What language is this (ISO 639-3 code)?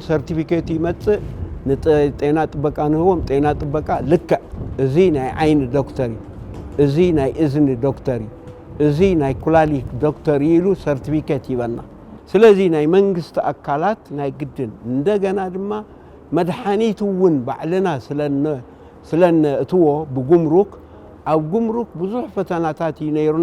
tir